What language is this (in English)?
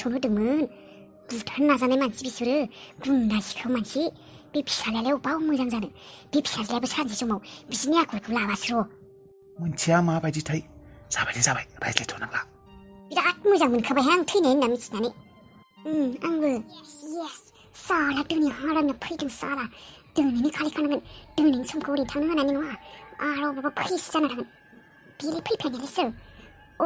Bodo